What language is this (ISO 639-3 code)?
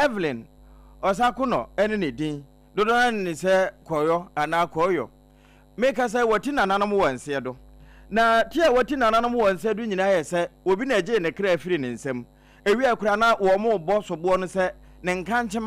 aka